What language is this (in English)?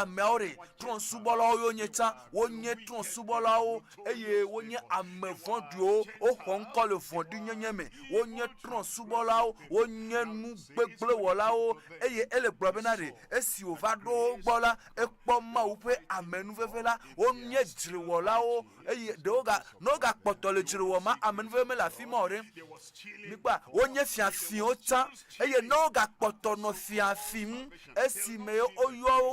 Ewe